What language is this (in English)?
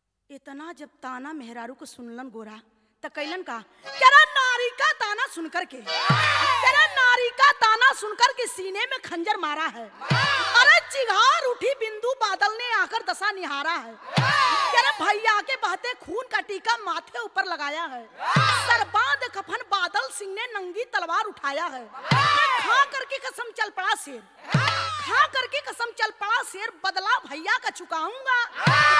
Bhojpuri